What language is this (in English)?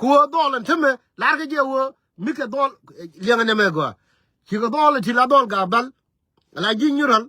Nuer